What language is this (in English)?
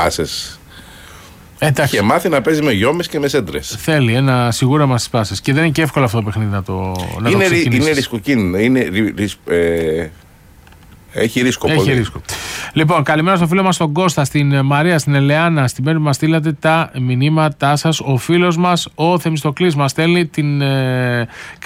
Greek